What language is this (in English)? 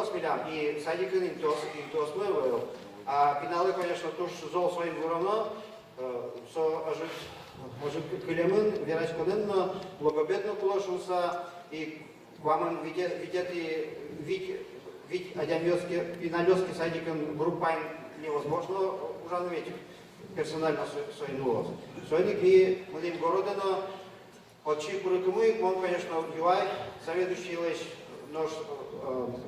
Udmurt